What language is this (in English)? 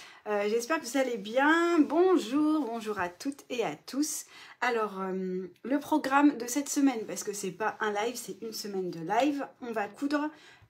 French